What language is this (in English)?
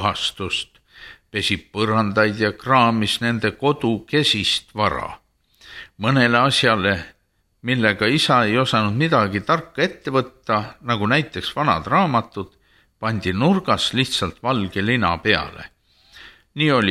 Estonian